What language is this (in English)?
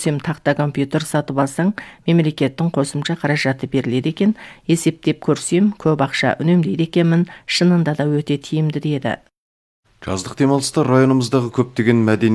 Kazakh